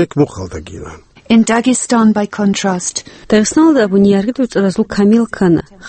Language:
Avaric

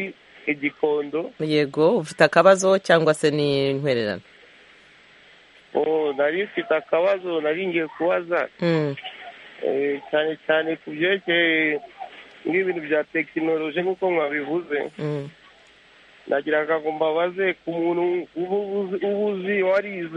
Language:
Kinyarwanda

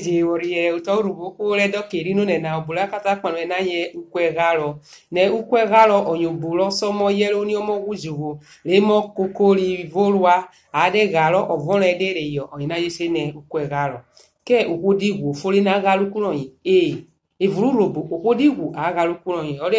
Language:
Urhobo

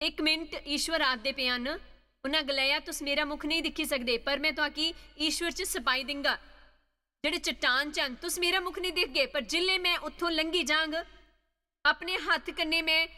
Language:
Dogri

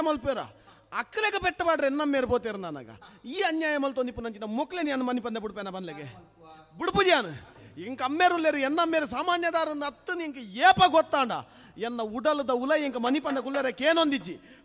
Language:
Tulu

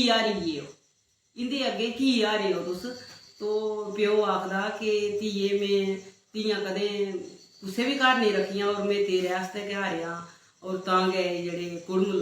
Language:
Dogri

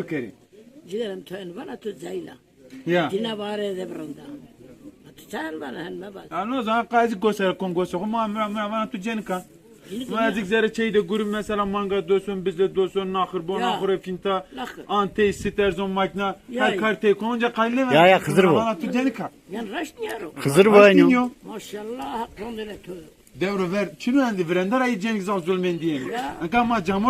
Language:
Zaza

